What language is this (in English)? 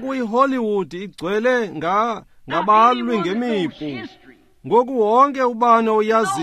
Xhosa